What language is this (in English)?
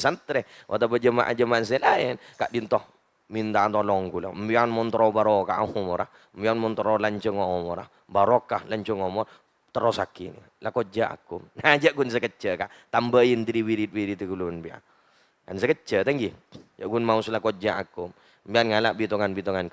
Madurese